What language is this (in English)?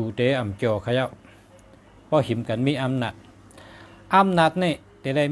Shan